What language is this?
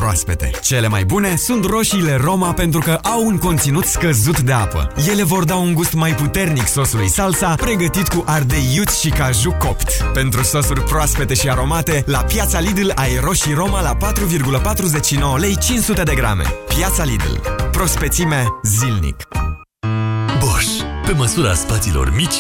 Romanian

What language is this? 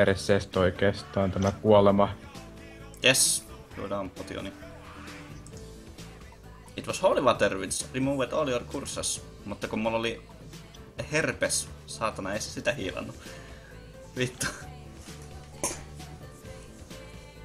Finnish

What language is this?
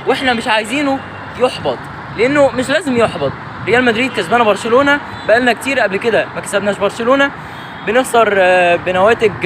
Egyptian Arabic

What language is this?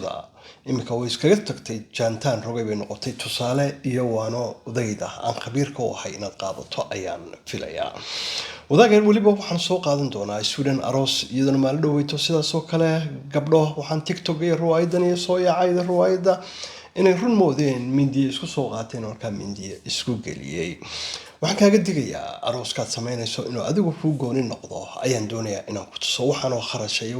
Somali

